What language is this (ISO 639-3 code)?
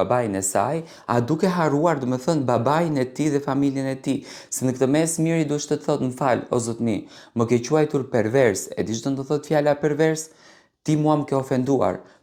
sqi